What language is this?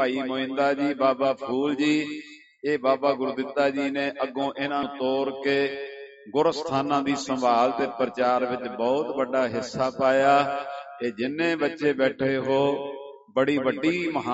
Punjabi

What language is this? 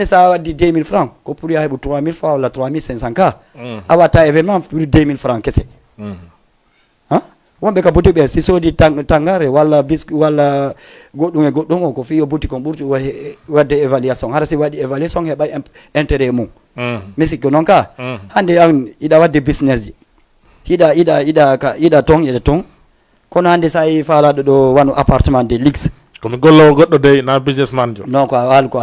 Fula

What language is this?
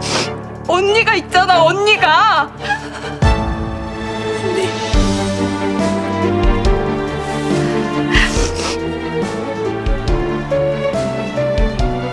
Korean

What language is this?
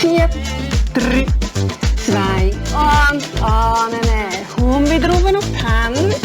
Swiss German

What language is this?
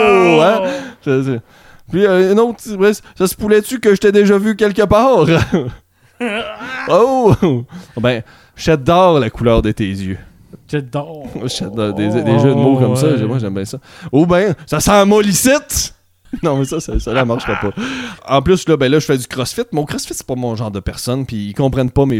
French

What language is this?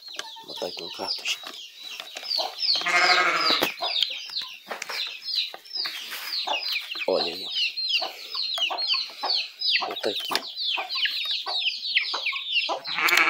Portuguese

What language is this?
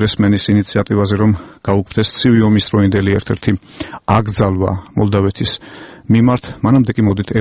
Georgian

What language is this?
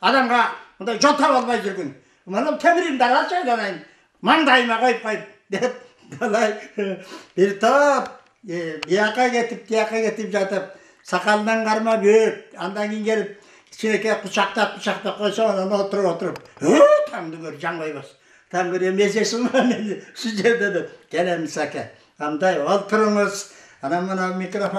Kyrgyz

